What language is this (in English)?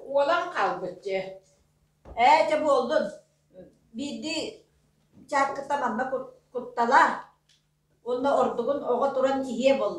Yakut